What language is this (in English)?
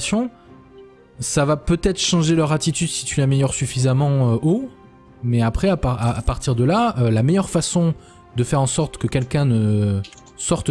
French